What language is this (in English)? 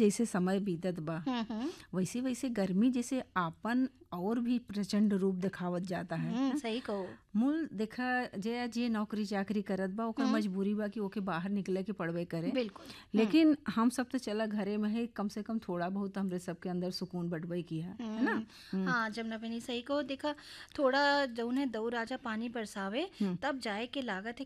Bhojpuri